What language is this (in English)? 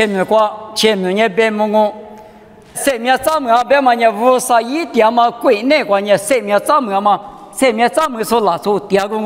Lisu